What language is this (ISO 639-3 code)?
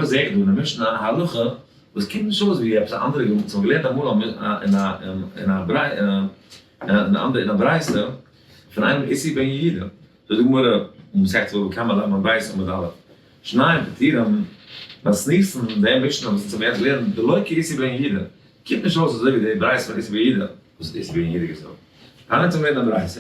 yid